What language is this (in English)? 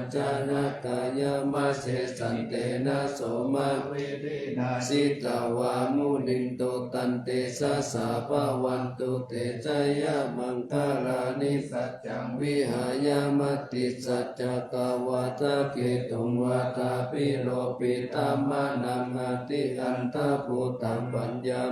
Pali